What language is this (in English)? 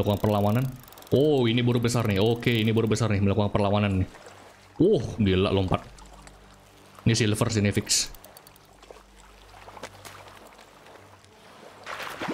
Indonesian